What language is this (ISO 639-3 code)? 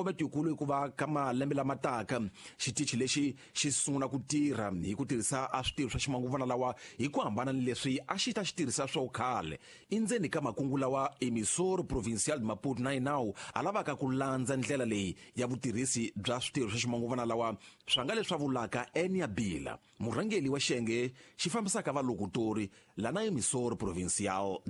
tso